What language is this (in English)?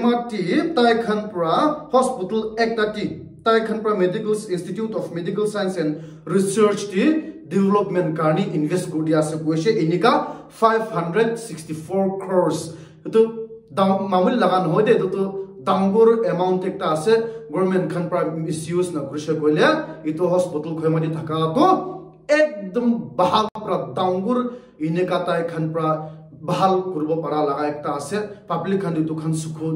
Naga Pidgin